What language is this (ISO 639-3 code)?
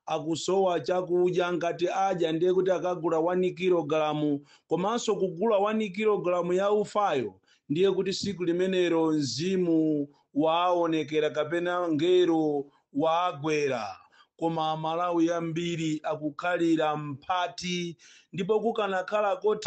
nya